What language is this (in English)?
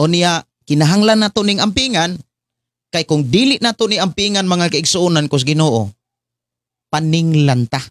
Cebuano